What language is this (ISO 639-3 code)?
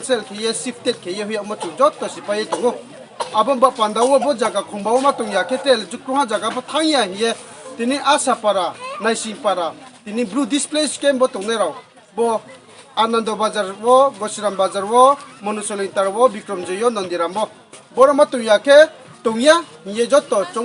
ria